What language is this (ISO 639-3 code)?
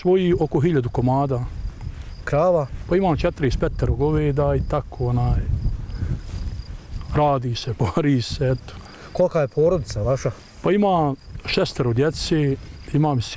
bos